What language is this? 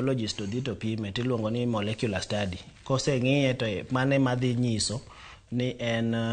Luo (Kenya and Tanzania)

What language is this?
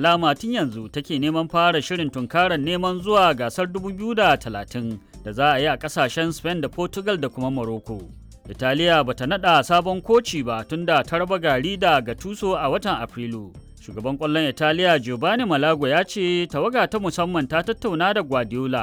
Hausa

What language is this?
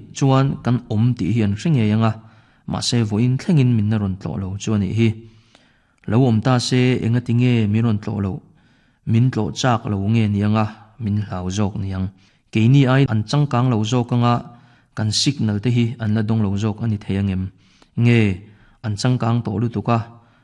Mizo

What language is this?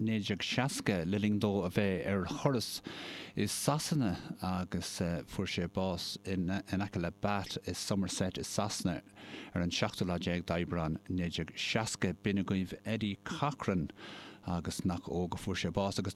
Irish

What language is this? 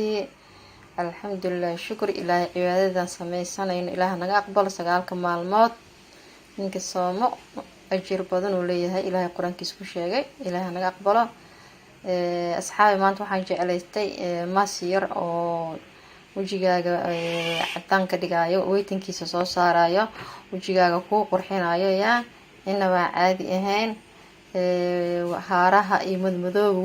Somali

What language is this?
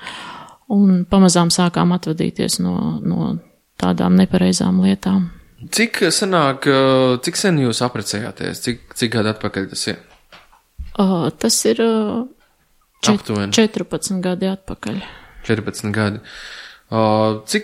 Latvian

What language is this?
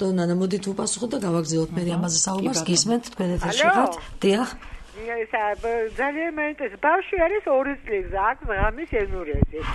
Georgian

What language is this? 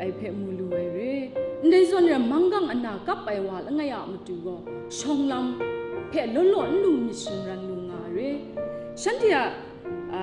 Kachin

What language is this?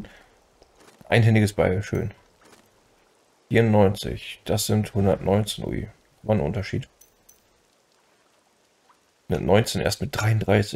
German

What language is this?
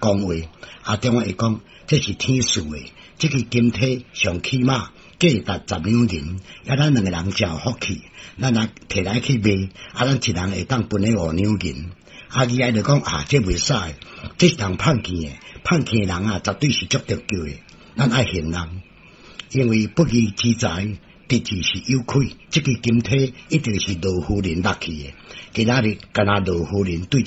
Min Nan Chinese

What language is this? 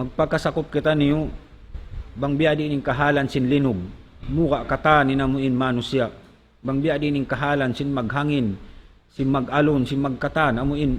Tausug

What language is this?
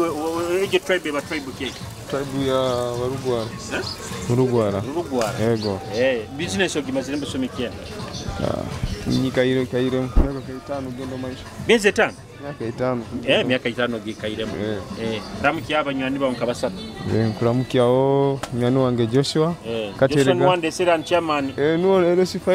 Nyoro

